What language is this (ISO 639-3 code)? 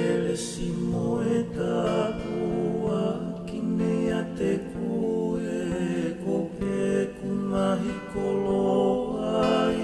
ton